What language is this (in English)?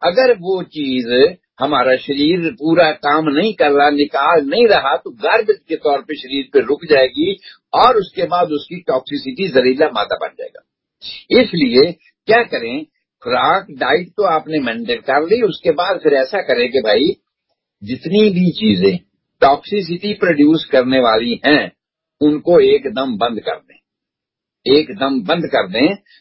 Urdu